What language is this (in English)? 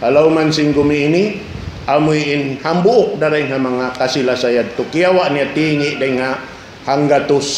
Tausug